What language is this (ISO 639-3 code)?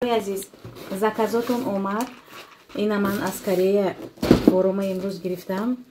tgk